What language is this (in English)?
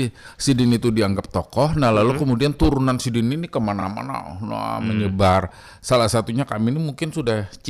Banjar